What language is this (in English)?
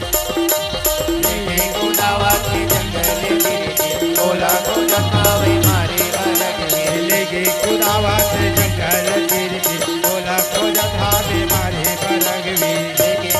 Chhattisgarhi